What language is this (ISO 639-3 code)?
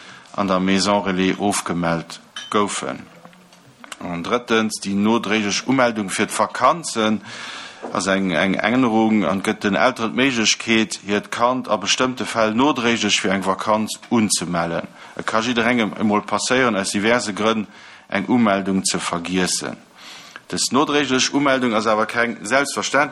ltz